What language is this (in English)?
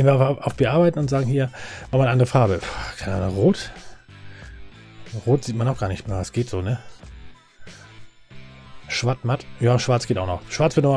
German